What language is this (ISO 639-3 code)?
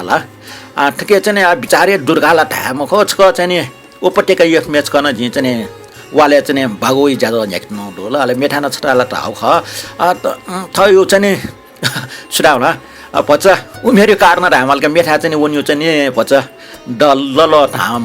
new